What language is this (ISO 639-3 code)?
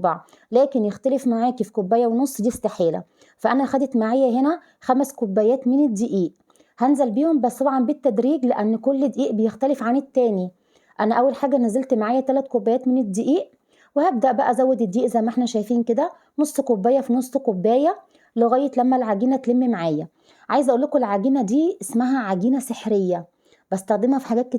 arz